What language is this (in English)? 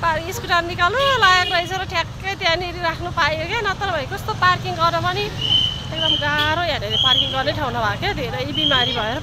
Nepali